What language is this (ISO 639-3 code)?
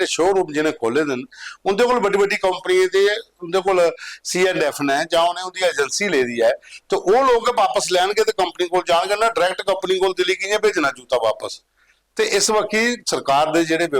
doi